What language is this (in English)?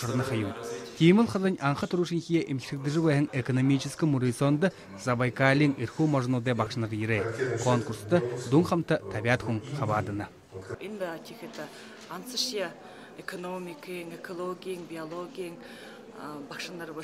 Buriat